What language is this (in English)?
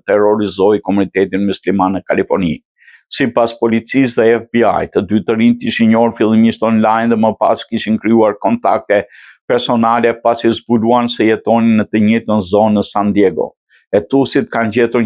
Albanian